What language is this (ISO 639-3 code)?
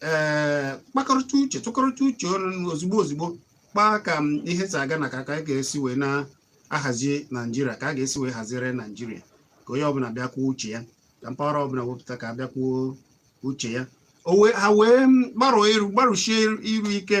ibo